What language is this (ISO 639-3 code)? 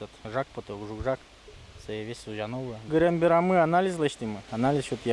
udm